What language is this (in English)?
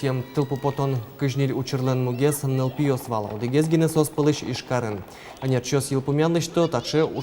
Udmurt